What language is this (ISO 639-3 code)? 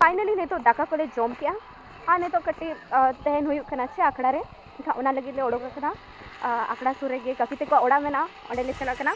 sat